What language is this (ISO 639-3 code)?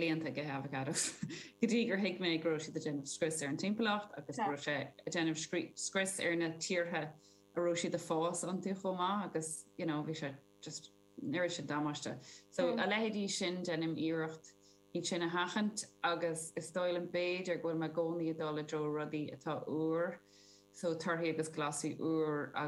gle